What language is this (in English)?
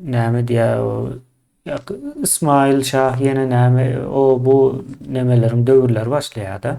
Turkmen